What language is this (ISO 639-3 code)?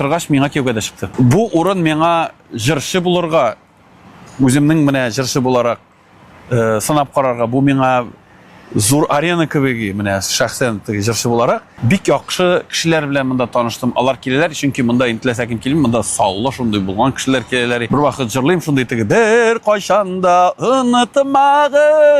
tat